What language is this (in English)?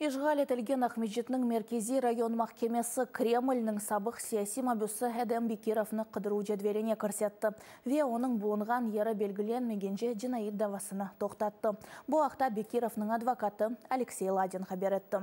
Crimean Tatar